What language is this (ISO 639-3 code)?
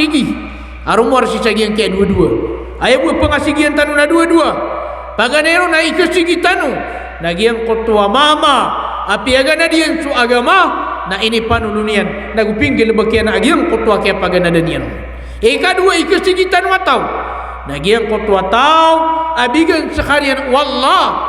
mrw